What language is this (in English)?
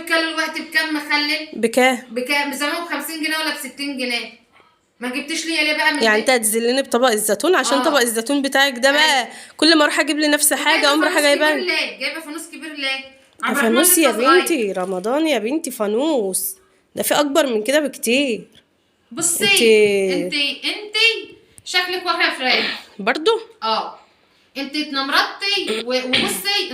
Egyptian Arabic